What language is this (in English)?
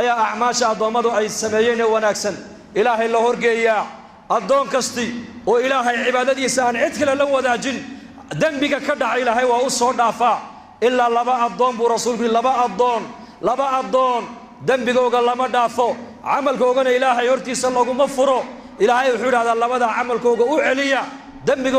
Somali